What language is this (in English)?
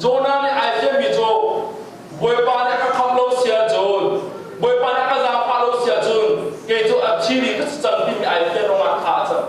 Hakha Chin